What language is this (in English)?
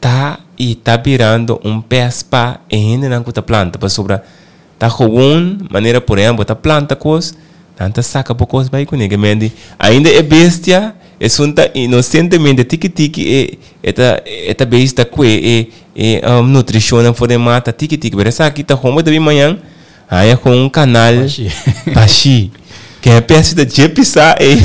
Papiamento